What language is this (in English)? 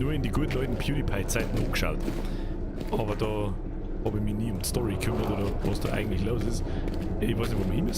Bavarian